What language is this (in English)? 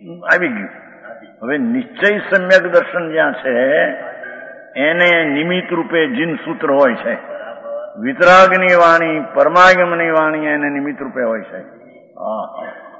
Gujarati